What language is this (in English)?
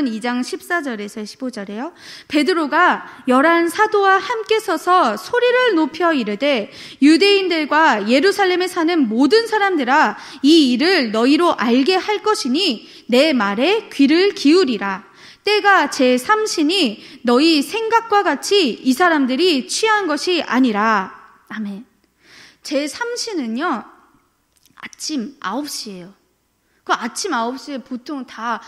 Korean